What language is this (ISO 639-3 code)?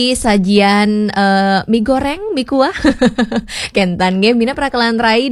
ban